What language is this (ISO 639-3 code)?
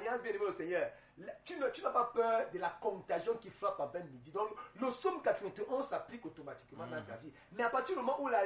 fra